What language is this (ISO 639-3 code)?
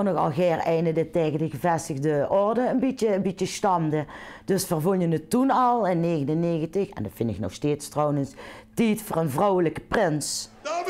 lim